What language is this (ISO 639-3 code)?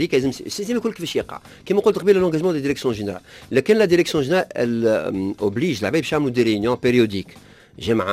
aeb